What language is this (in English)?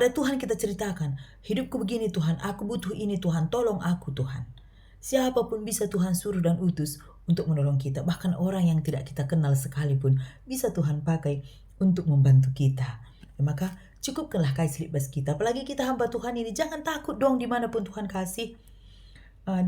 Batak Karo